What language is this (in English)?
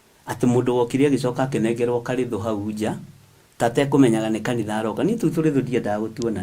Kikuyu